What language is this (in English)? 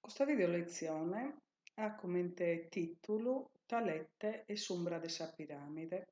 Sardinian